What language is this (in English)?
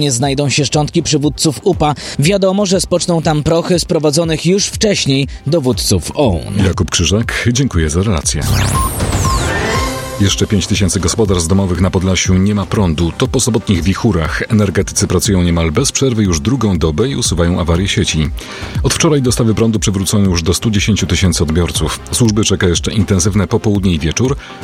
Polish